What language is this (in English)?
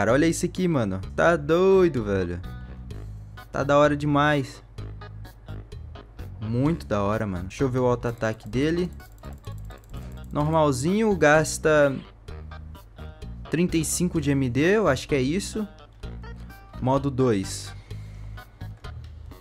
Portuguese